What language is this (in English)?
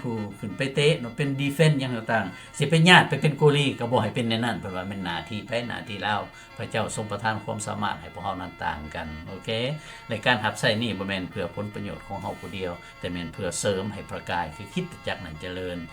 Lao